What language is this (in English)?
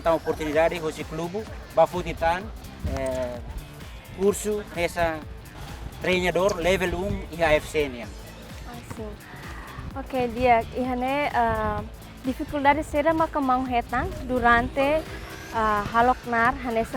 Tetum